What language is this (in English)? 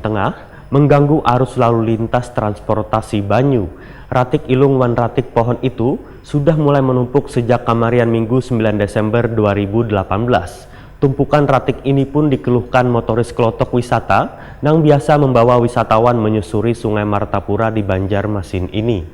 Banjar